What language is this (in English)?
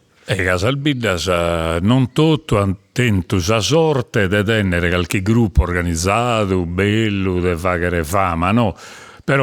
Sardinian